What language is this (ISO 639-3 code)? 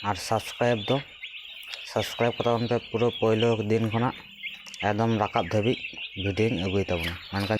sat